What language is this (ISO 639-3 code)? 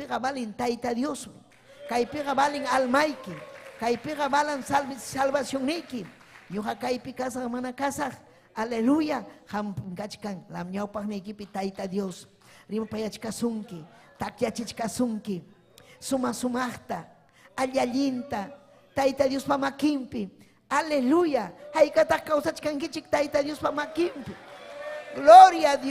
quy